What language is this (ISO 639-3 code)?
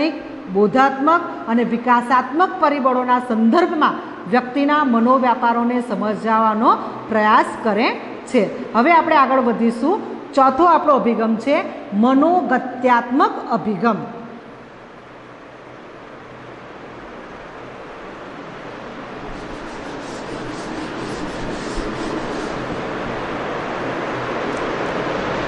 guj